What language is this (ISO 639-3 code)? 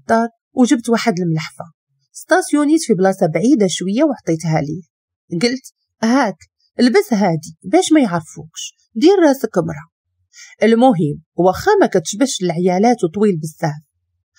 ary